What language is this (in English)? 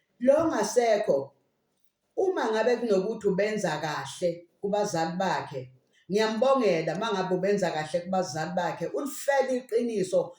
Zulu